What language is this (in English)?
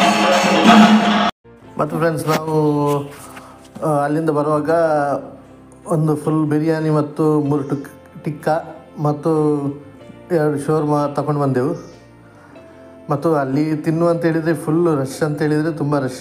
Kannada